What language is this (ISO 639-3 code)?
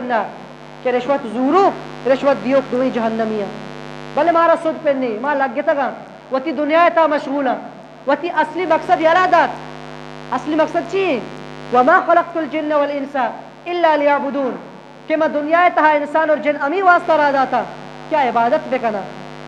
bgp